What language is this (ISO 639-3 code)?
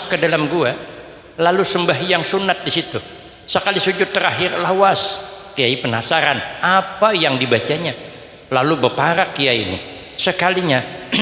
bjn